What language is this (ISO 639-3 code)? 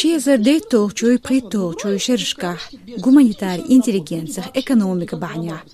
che